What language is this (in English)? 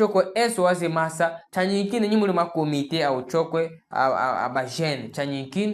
Chokwe